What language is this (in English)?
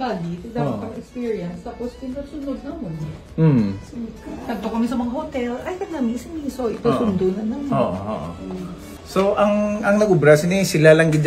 Hiligaynon